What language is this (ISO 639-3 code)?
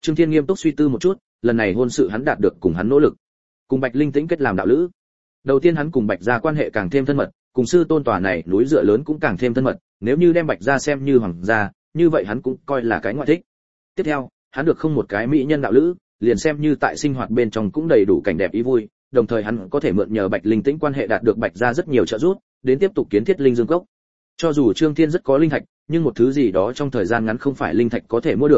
vie